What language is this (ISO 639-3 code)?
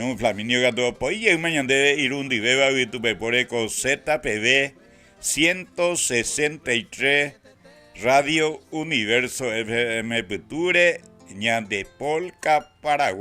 grn